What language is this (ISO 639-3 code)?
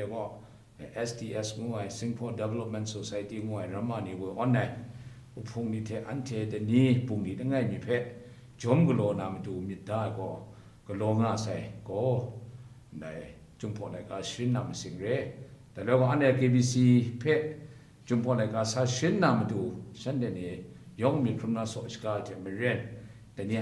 kac